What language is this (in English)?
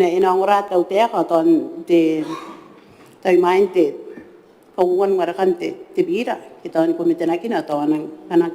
Gilbertese